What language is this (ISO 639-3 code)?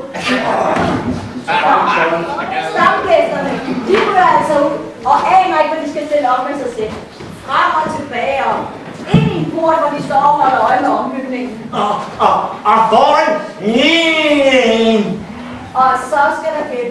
dan